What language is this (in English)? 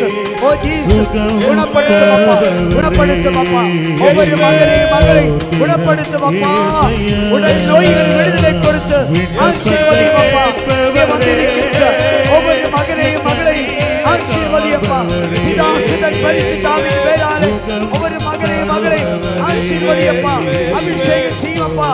Tamil